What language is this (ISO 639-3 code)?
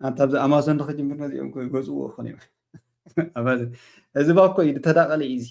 tir